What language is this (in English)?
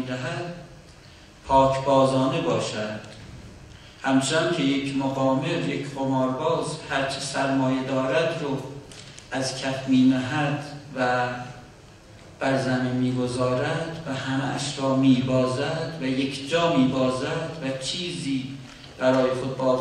Persian